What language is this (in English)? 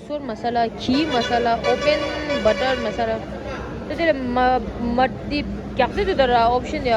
Tibetan